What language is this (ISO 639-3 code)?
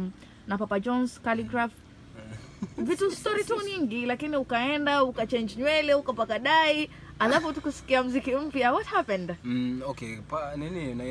swa